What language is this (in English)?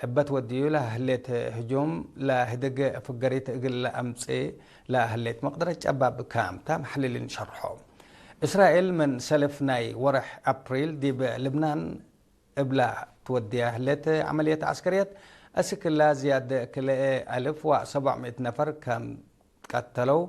Tigre